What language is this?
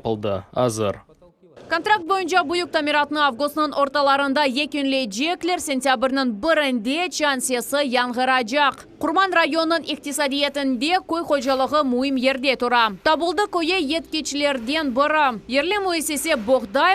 Crimean Tatar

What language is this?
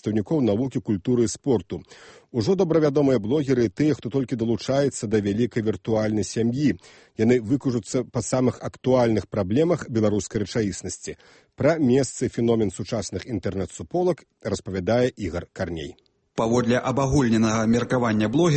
Belarusian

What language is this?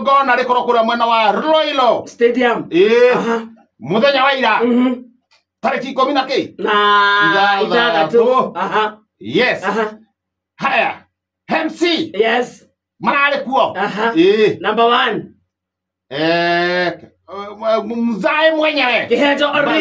Kikuyu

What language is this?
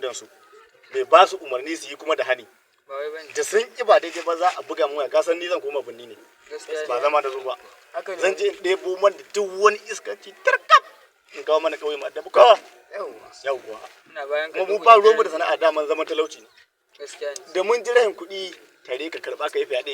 Hausa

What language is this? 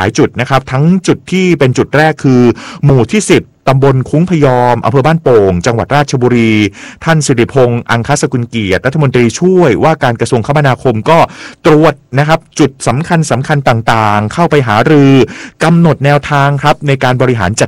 Thai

